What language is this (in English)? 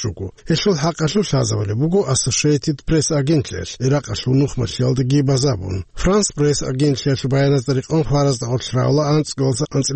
Avaric